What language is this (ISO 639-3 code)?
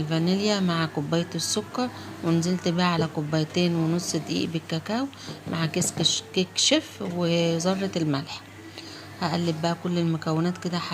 arz